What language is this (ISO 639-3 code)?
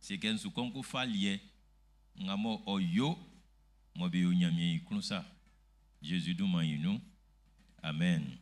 bci